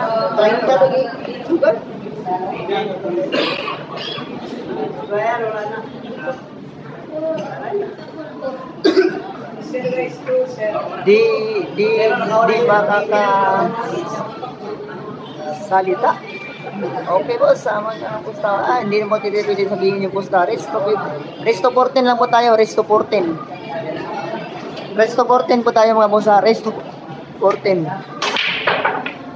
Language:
Filipino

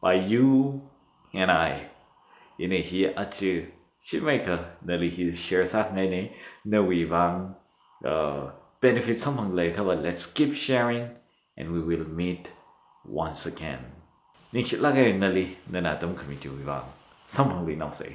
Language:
Tangkhul Naga (India)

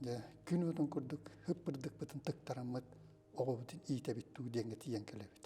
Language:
Yakut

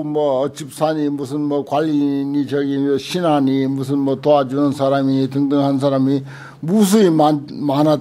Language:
Korean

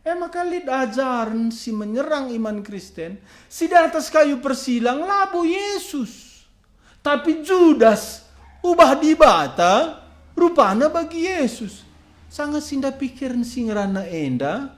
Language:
Batak Karo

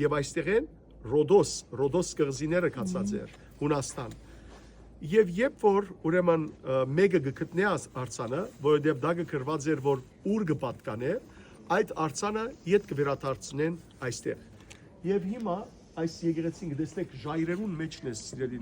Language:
Western Armenian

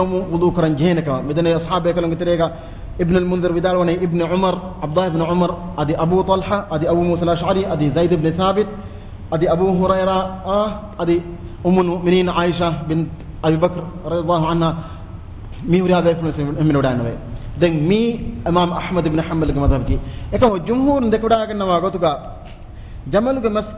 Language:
Divehi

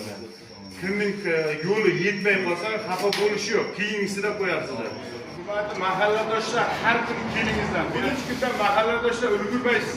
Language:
Uzbek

